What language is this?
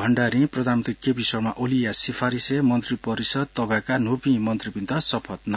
Newari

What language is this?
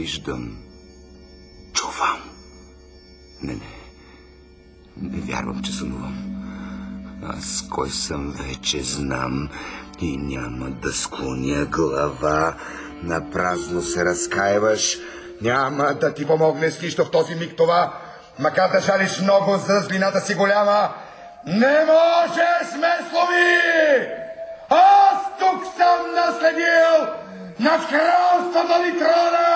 Bulgarian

